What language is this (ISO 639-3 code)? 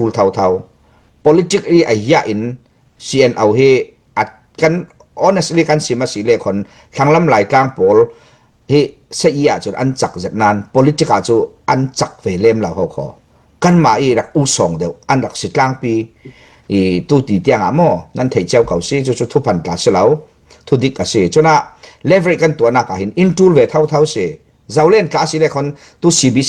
cfm